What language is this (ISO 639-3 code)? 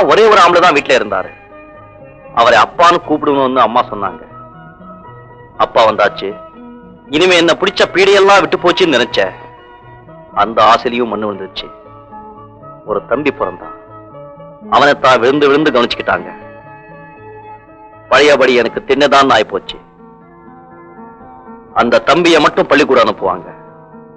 tam